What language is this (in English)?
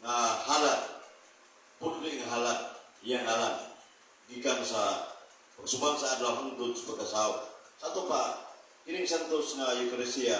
Cebuano